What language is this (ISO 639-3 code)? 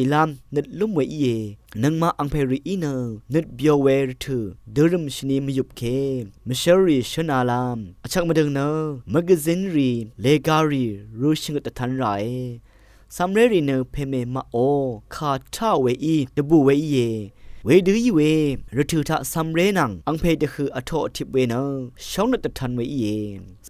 raw